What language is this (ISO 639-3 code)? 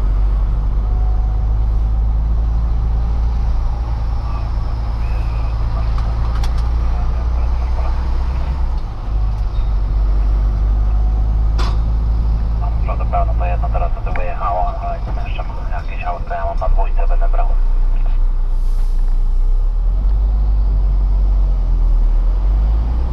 pol